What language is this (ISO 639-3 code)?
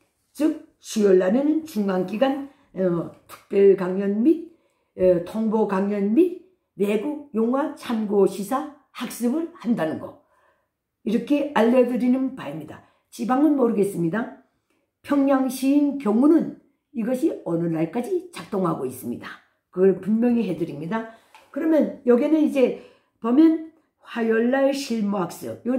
kor